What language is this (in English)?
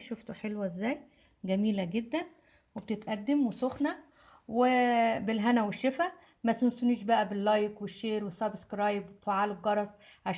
Egyptian Arabic